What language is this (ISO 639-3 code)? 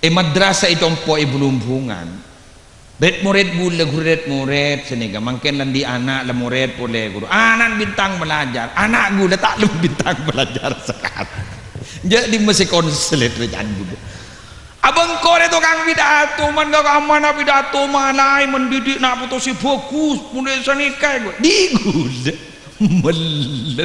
mad